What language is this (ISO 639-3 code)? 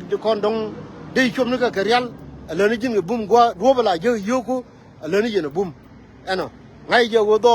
nus